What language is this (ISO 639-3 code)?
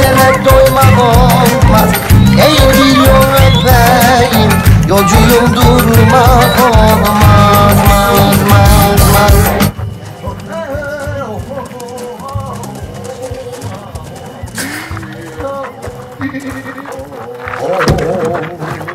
tur